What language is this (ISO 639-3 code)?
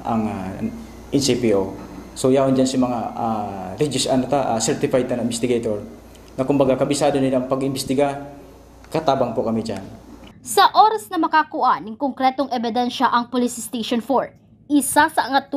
bik